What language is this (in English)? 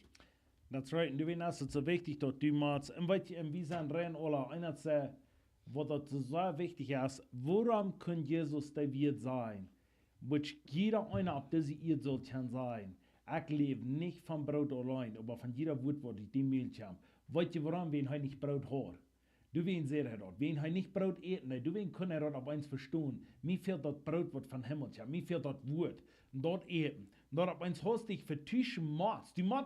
Plautdietsch